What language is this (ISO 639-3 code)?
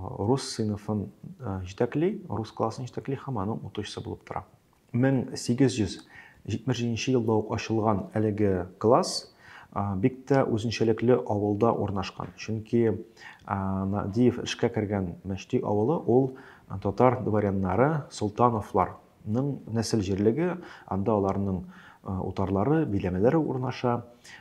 tat